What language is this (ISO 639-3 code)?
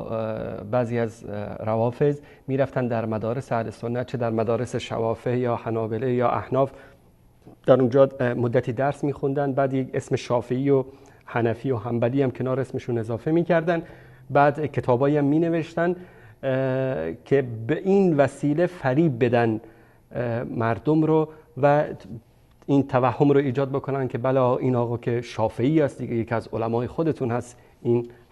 fas